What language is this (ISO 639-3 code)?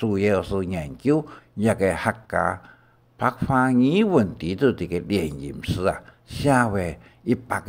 hak